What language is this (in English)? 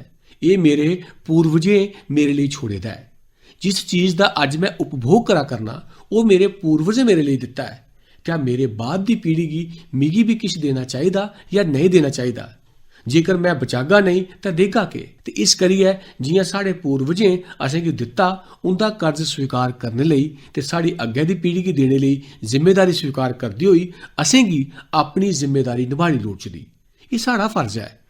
Dogri